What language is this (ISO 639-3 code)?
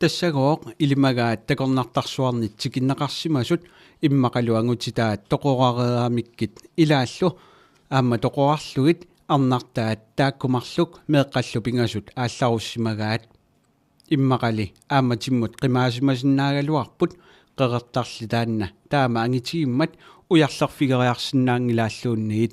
kal